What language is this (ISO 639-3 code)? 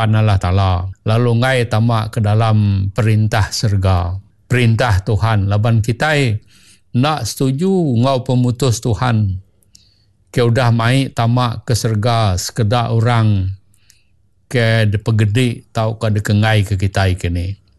iba